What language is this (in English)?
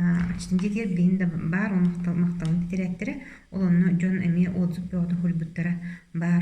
Yakut